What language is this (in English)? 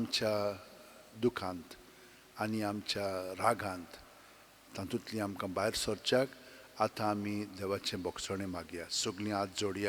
Konkani